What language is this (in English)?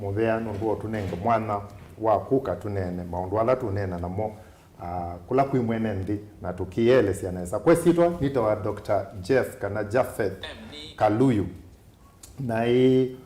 Kamba